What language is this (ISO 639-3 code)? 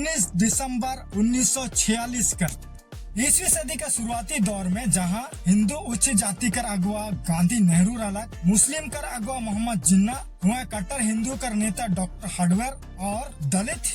sck